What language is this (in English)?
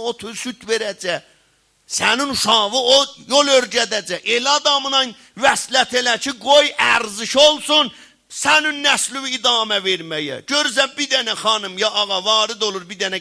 South Azerbaijani